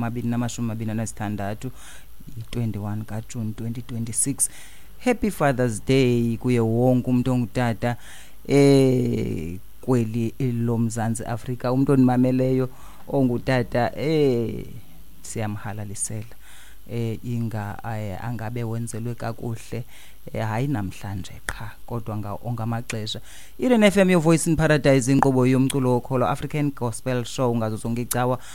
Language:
Xhosa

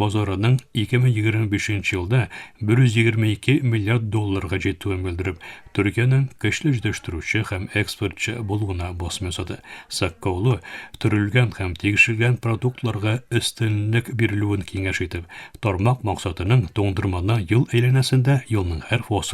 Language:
Tatar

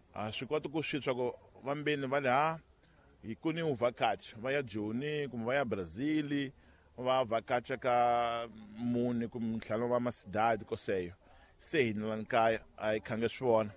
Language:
Tsonga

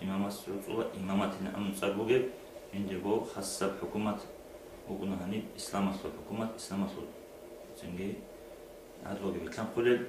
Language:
Avaric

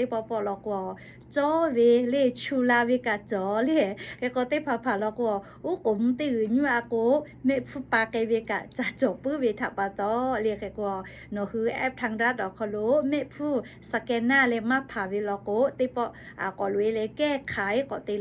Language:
Lahu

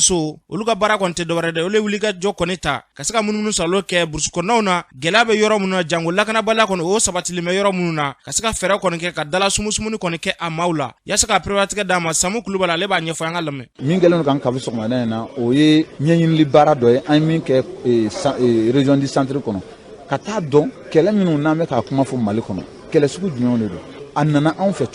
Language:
Bambara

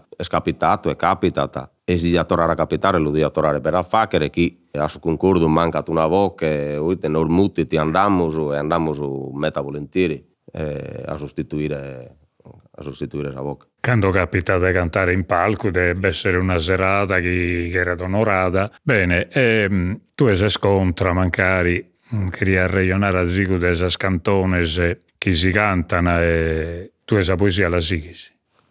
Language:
Sardinian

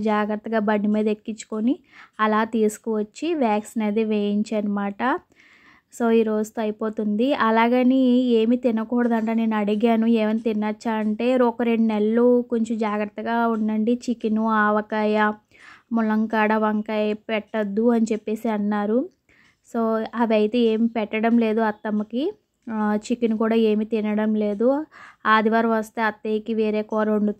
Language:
Telugu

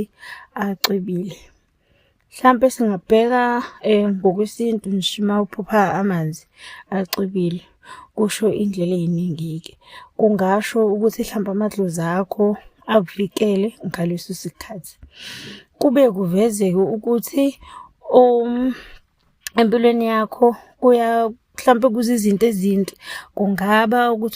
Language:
Zulu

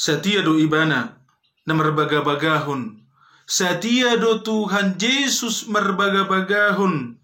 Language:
Batak Toba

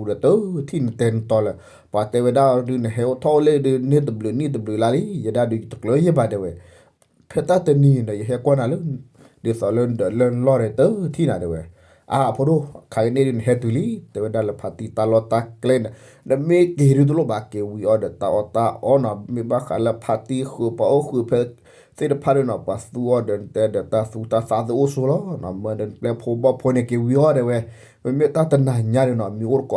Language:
S'gaw Karen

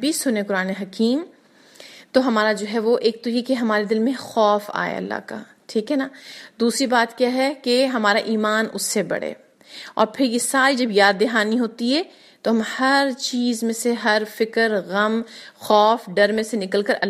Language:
Urdu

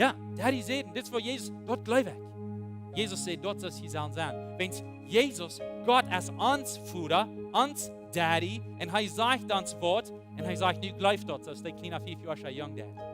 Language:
Plautdietsch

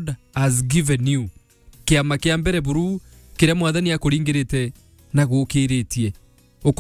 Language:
Meru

